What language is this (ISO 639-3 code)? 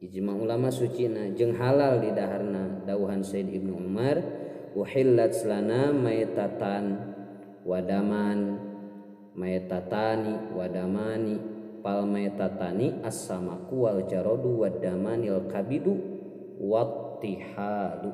sun